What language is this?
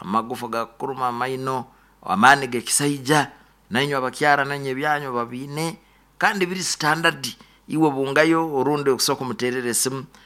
Nyoro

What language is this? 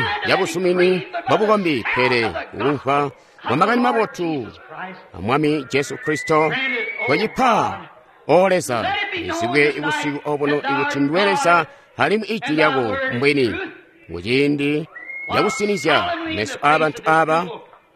Tonga (Zambia)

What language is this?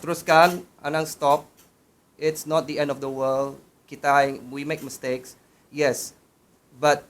Iban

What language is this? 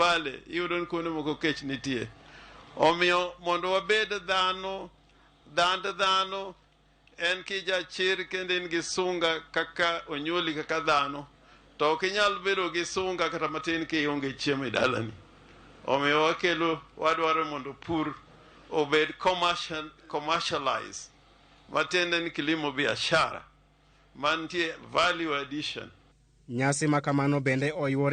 Luo (Kenya and Tanzania)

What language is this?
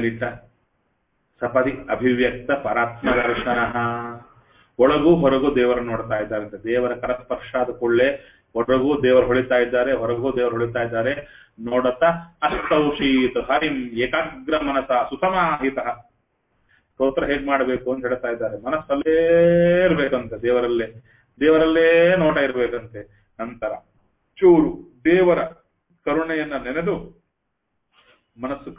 Kannada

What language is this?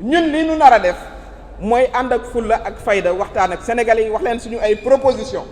Wolof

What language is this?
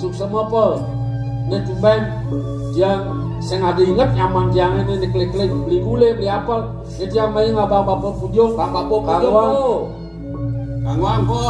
Balinese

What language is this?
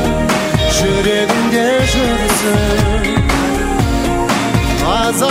Kazakh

